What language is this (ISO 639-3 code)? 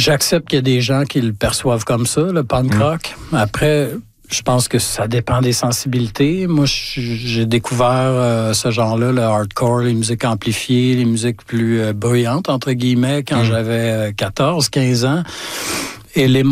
fra